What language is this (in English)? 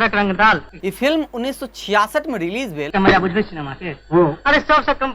Maithili